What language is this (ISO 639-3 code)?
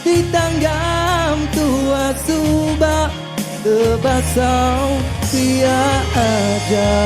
iba